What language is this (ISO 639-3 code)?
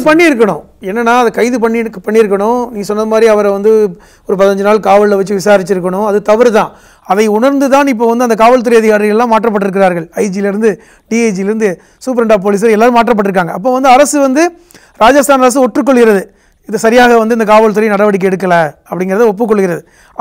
tam